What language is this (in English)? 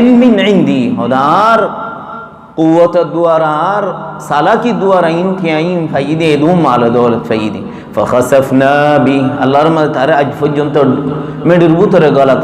Rohingya